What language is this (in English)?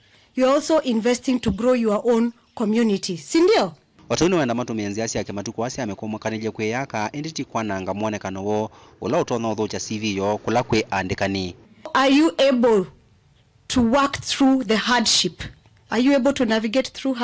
Kamba